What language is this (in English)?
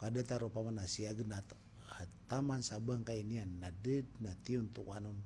Maranao